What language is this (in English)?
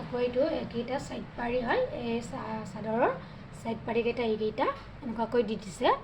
Assamese